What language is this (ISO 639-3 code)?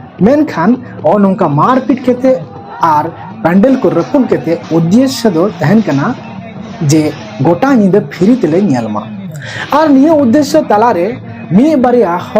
sat